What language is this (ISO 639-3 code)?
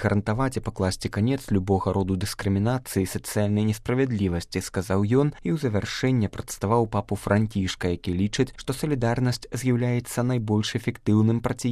bel